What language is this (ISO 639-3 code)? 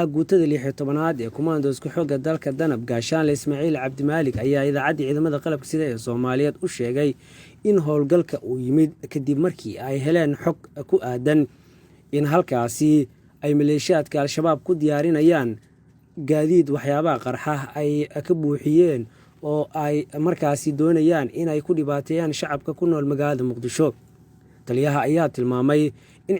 som